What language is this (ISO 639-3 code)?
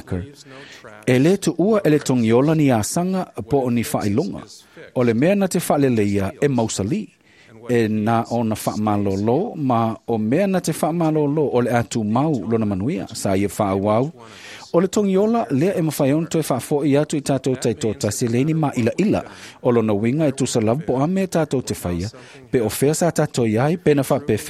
smo